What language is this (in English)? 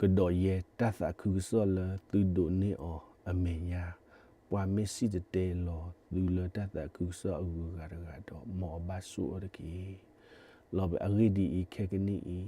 S'gaw Karen